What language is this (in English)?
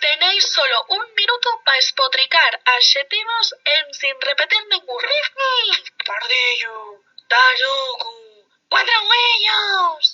Asturian